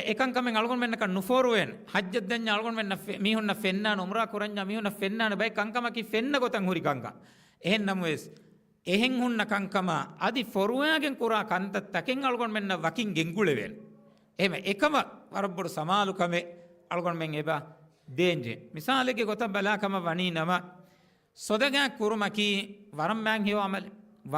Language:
Divehi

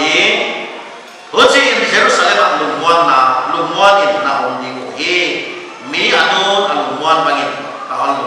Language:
Paite Chin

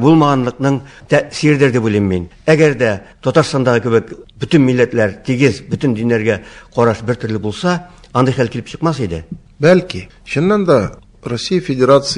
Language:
Tatar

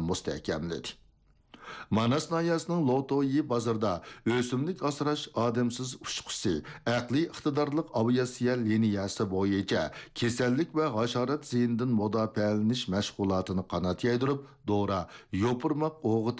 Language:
Uyghur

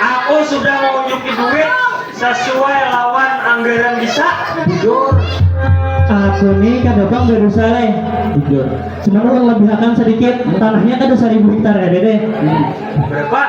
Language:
Banjar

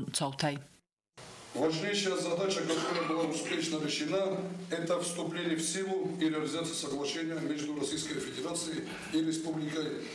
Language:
Ossetic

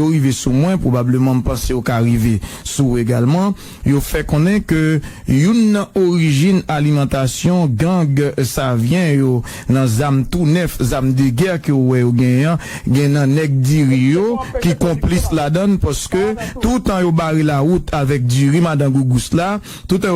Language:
Haitian Creole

